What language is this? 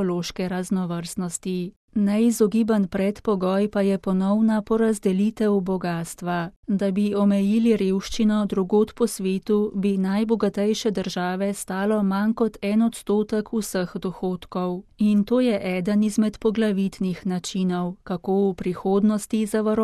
Slovenian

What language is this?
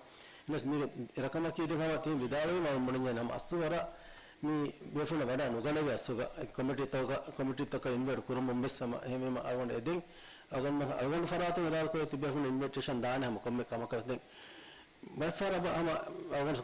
Divehi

